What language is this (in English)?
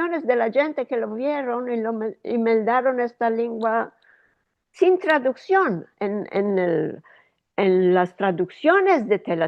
Ladino